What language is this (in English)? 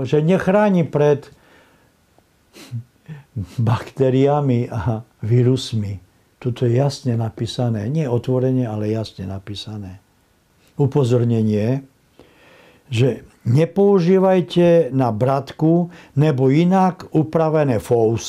Slovak